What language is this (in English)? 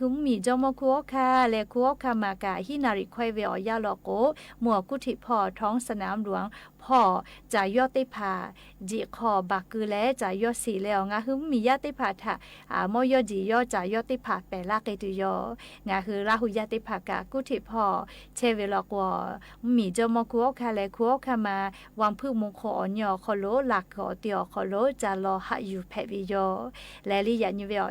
Lahu